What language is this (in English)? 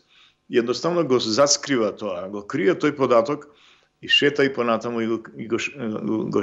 Macedonian